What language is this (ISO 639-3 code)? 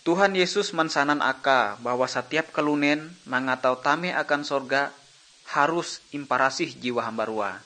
nij